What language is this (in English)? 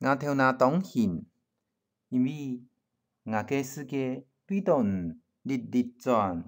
Hakka Chinese